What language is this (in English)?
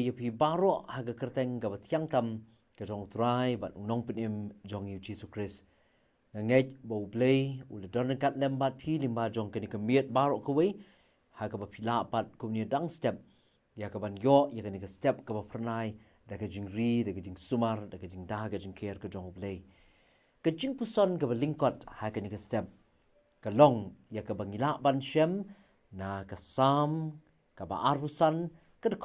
Khasi